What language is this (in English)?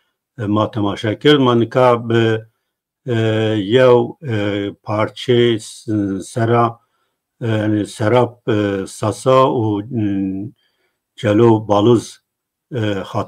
Zaza